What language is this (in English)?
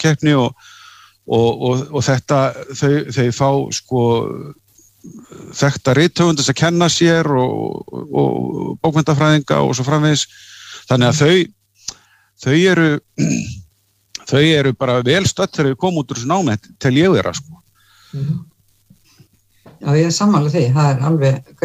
Icelandic